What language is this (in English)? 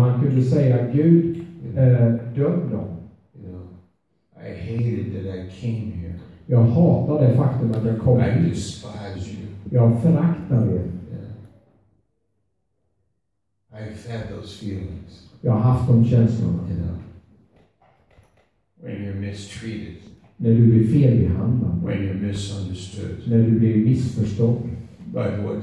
Swedish